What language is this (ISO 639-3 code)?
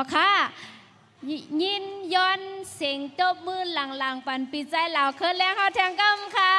shn